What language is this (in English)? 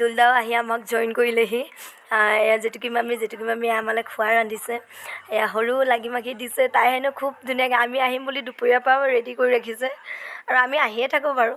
Assamese